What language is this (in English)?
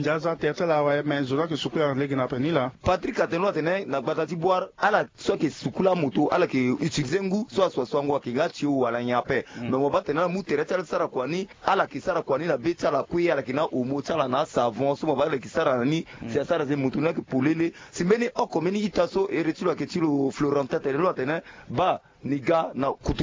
Sango